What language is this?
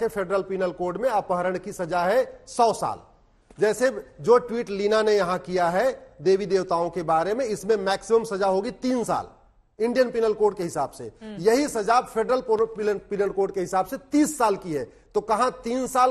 Hindi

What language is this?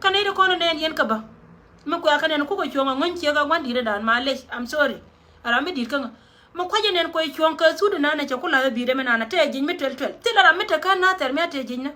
Nuer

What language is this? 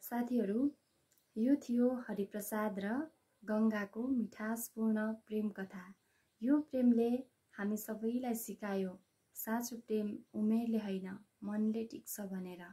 Nepali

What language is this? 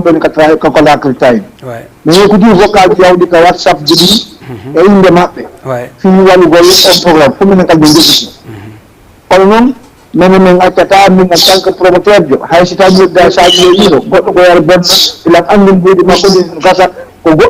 Fula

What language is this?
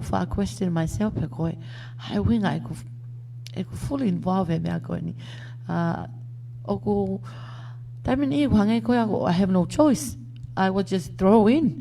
Tongan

